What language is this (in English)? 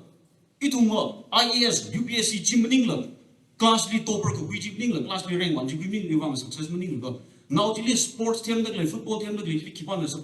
Tangkhul Naga (India)